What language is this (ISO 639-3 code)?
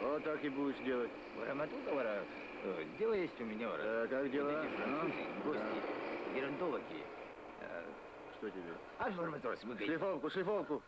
abk